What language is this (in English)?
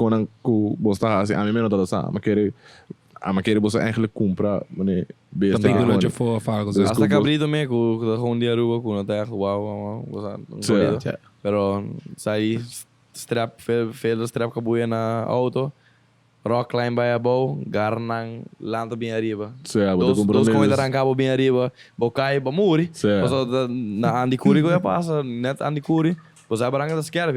Papiamento